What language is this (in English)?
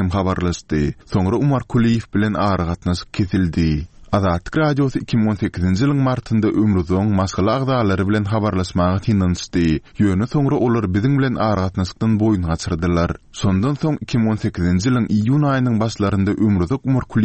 Turkmen